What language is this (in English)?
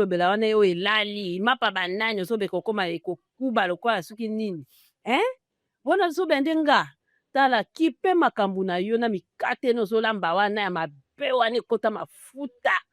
Lingala